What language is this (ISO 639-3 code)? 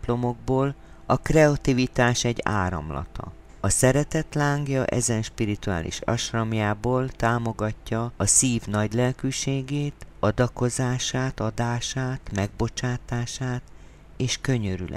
hun